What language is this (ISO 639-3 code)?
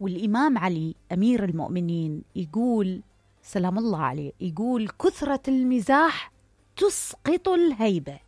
acm